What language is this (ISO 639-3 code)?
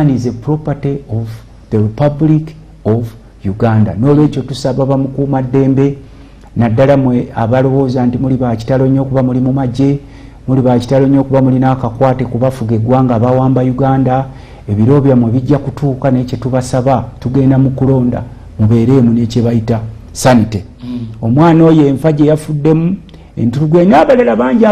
lug